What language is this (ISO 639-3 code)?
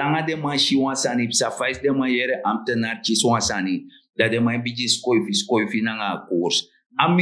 srn